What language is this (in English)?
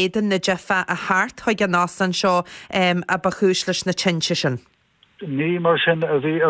Irish